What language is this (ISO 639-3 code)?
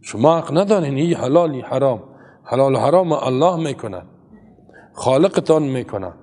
fas